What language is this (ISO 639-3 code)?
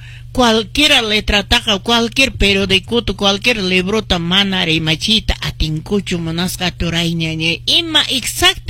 que